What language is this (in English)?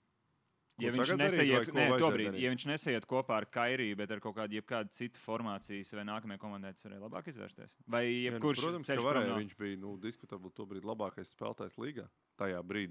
Latvian